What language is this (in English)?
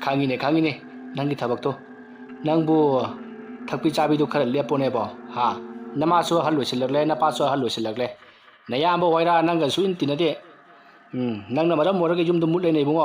Manipuri